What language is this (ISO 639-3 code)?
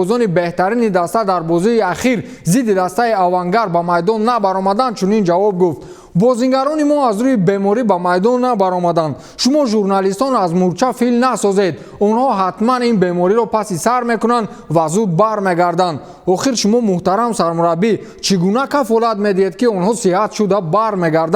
tgk